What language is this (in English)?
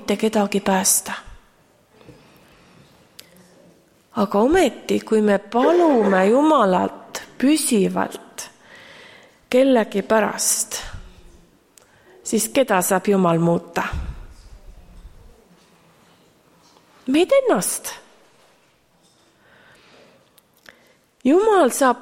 Estonian